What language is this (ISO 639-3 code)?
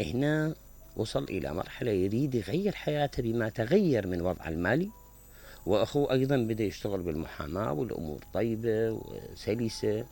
acm